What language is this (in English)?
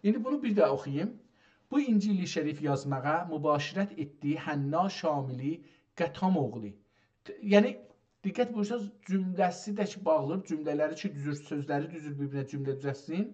South Azerbaijani